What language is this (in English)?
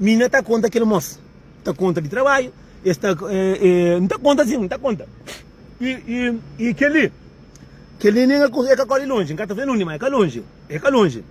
Kabuverdianu